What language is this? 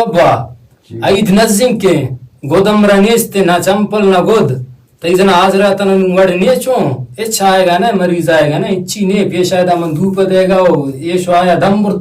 Baluchi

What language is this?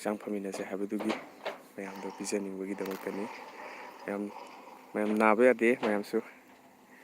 Manipuri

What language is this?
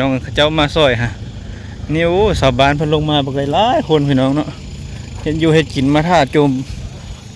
Lao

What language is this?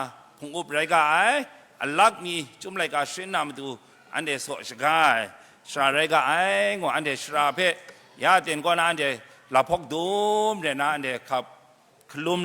Kachin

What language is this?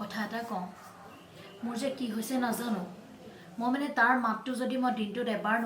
Assamese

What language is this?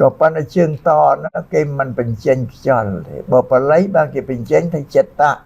Khmer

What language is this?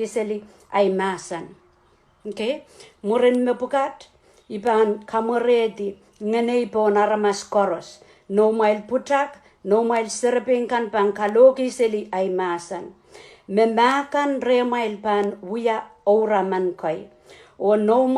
Pohnpeian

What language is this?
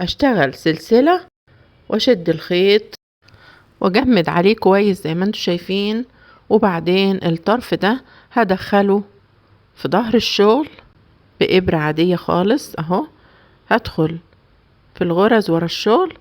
Egyptian Arabic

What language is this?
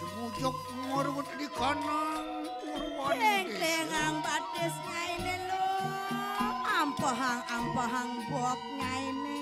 Balinese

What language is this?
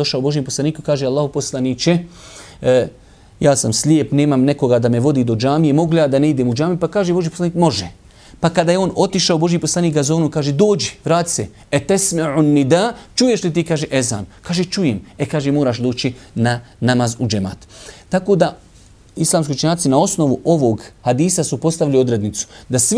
Bosnian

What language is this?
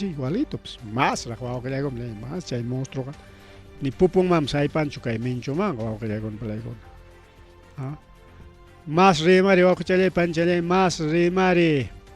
Ayacucho Quechua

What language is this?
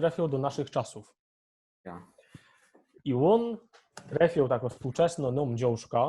Silesian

